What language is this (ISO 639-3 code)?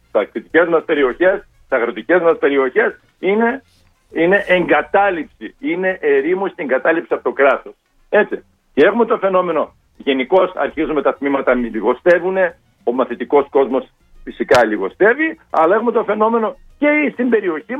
ell